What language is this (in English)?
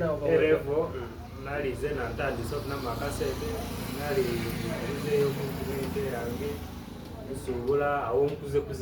Soga